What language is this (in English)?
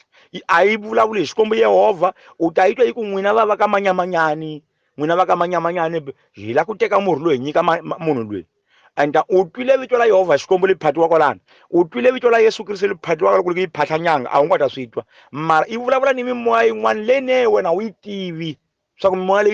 Tsonga